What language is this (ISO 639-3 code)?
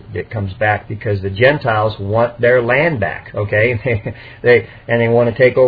eng